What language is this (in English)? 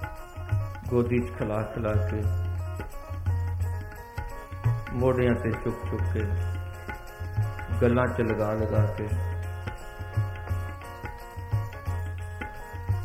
Punjabi